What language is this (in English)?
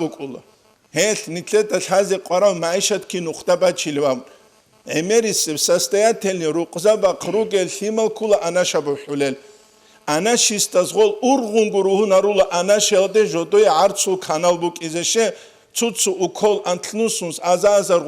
Avaric